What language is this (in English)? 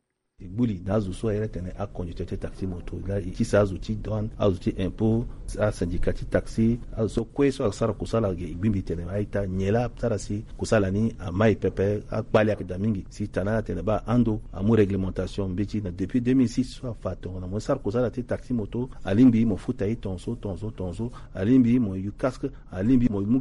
Sango